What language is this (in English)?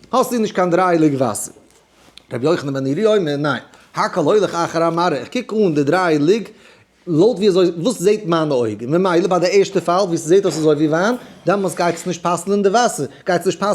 Yiddish